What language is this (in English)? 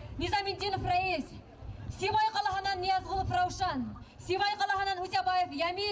Bashkir